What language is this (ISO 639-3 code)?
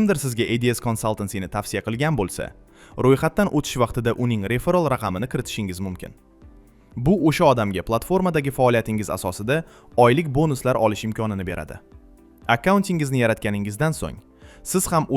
uzb